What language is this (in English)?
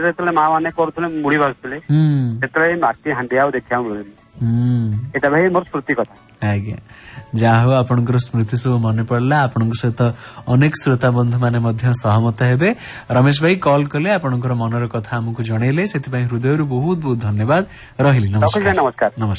Odia